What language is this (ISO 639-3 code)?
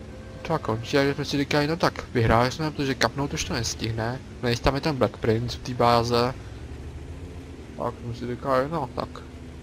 ces